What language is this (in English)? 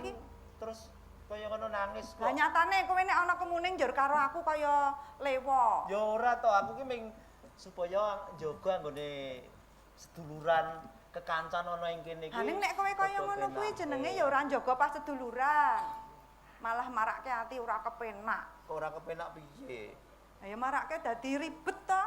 Javanese